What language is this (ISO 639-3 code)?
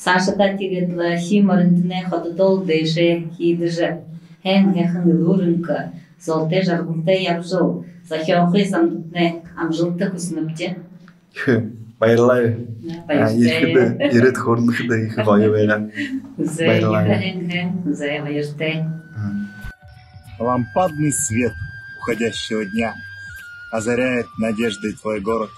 bua